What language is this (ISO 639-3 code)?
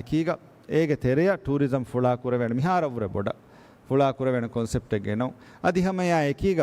div